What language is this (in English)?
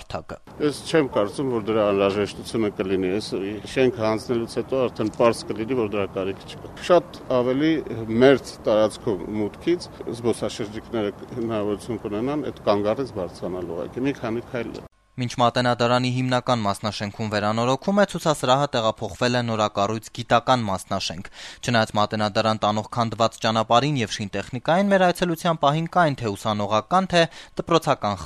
Armenian